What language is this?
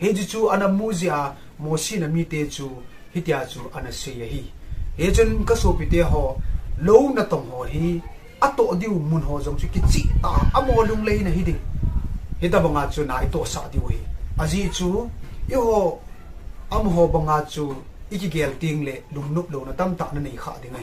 Thado Chin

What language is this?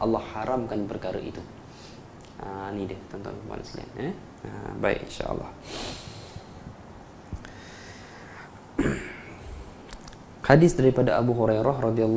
Malay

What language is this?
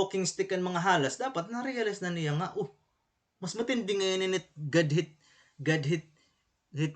Waray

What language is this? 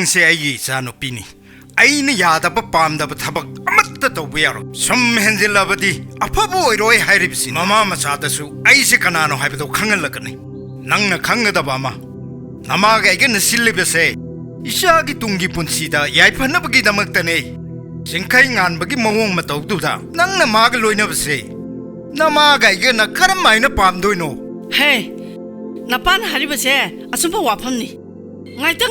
Manipuri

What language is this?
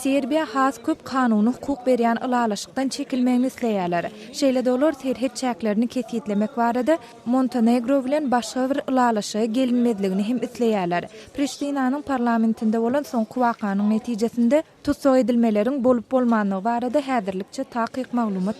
Turkmen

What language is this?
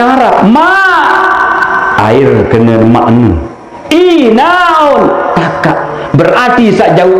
Sasak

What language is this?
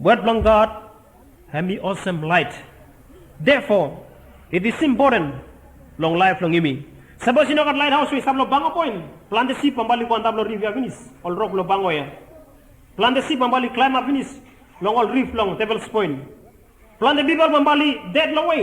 Bislama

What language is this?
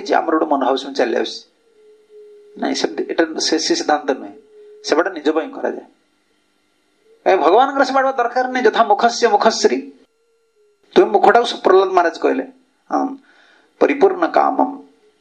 Odia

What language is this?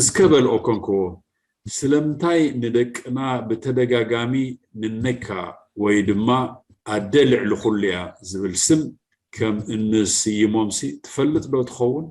Tigrinya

